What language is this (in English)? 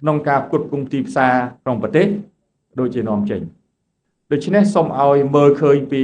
Khmer